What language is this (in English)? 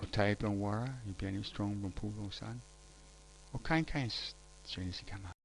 Tok Pisin